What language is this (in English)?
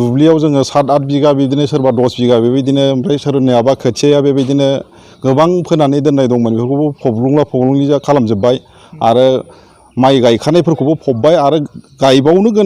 Bodo